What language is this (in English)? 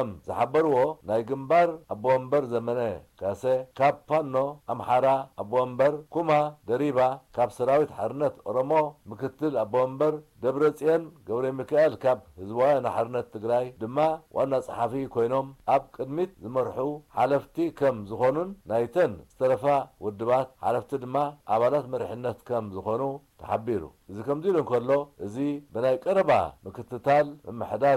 Tigrinya